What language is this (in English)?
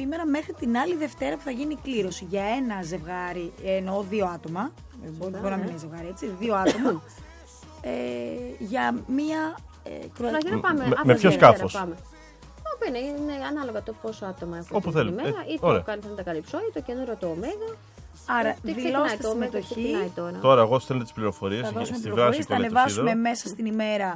Greek